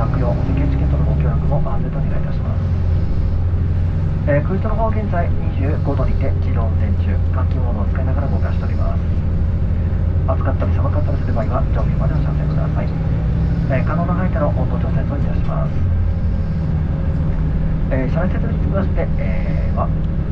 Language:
Japanese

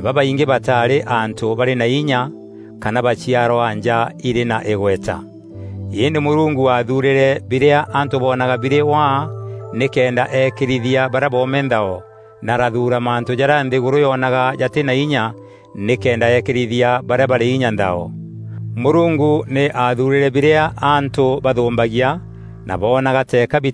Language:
Meru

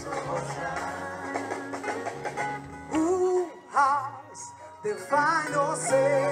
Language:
Kinyarwanda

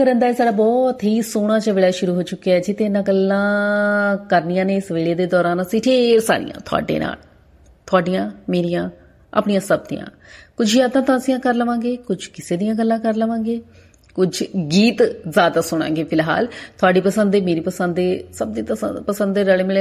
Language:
Punjabi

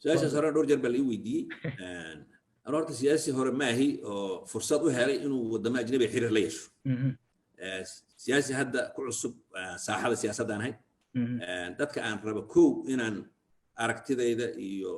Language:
Somali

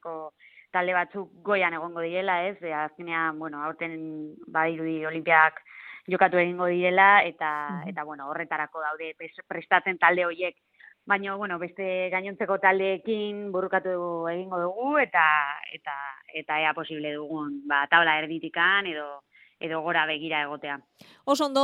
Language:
Basque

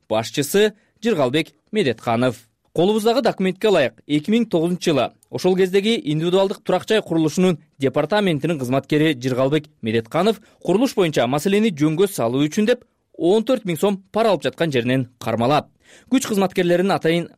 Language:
Kyrgyz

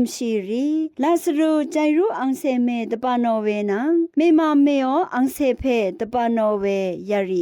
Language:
Rawang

